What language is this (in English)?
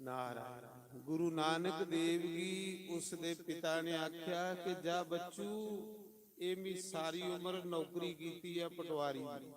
Dogri